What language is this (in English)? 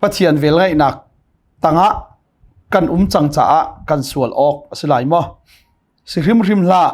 Hakha Chin